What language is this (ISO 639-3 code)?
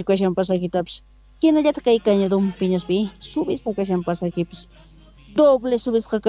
quh